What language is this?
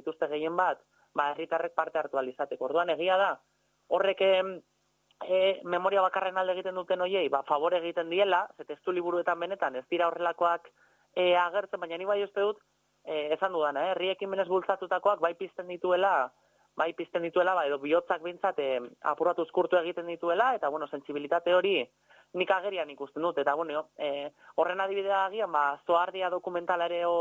Basque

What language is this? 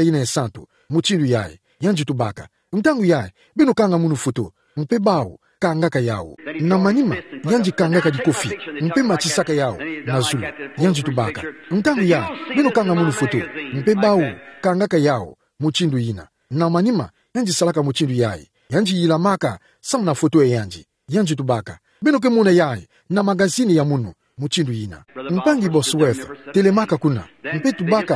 Kituba (Democratic Republic of Congo)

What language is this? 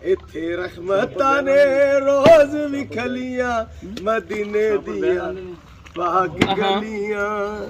Pahari-Potwari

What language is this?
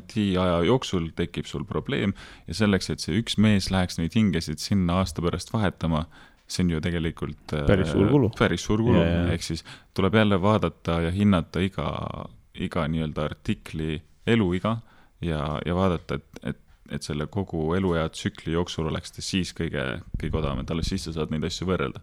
Estonian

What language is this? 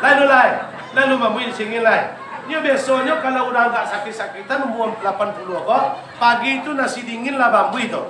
Minangkabau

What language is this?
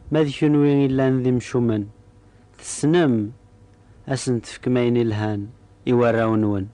Kabyle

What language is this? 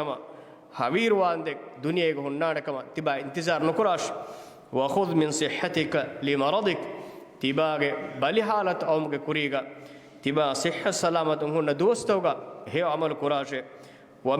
Divehi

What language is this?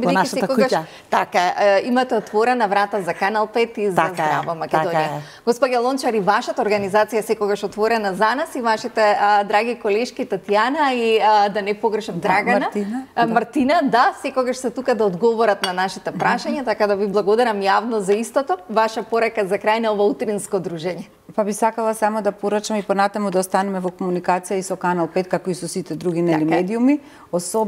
Macedonian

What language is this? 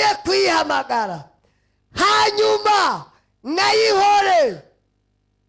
Rundi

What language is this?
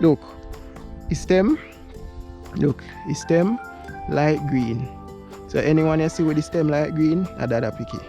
Jamaican Creole English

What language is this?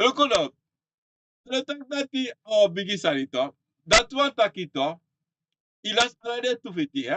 Sranan Tongo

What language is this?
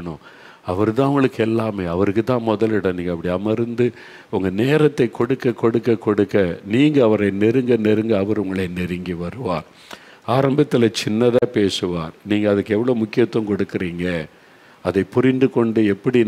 Tamil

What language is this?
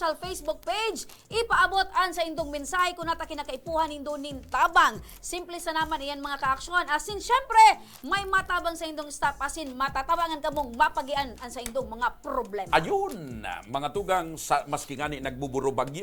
Bikol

